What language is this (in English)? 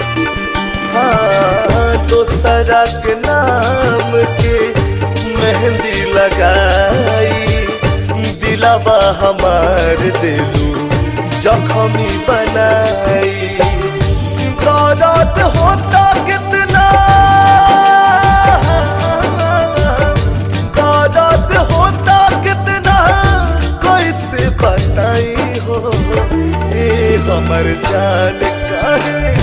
Bhojpuri